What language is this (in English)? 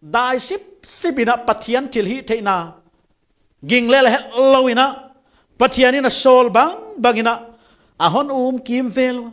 Paite Chin